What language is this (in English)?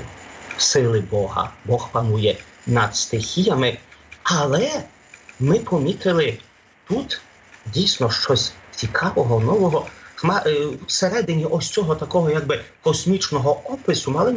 Ukrainian